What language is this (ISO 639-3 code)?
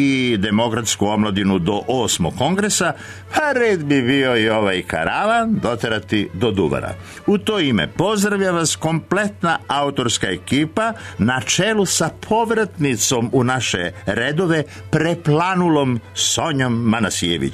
srp